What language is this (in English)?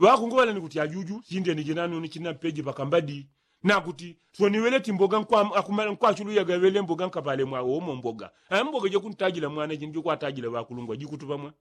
Yao